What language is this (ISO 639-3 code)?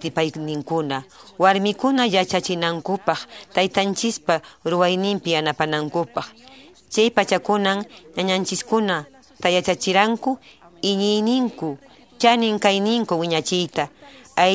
que